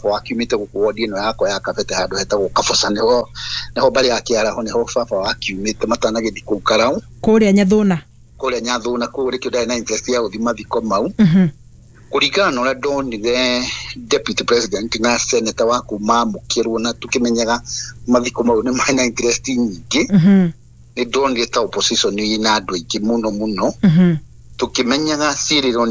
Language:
Kikuyu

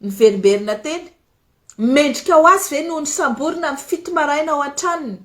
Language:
Malagasy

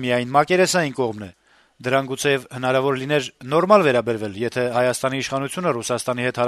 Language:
Armenian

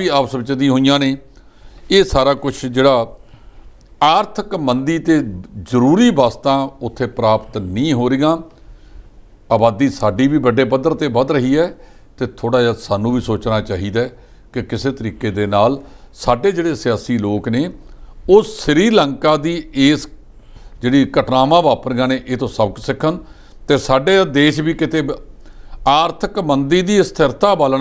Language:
Punjabi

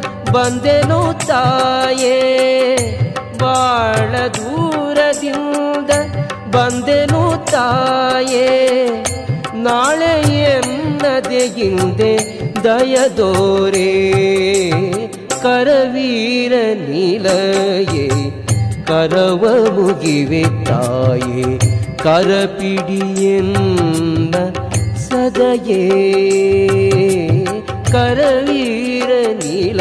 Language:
Kannada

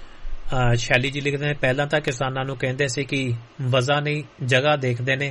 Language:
Punjabi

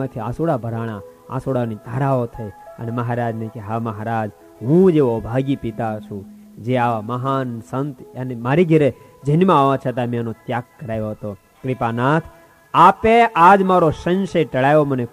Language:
Gujarati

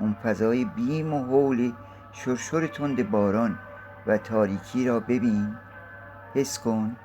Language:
Gilaki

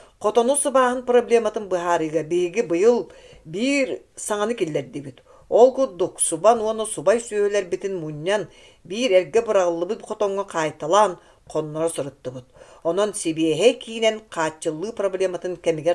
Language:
Yakut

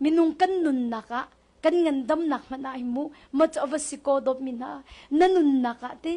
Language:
Hakha Chin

